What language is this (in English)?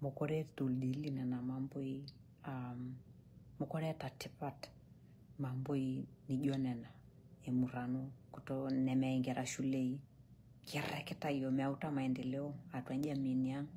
Masai